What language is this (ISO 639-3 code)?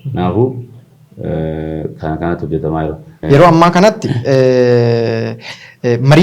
orm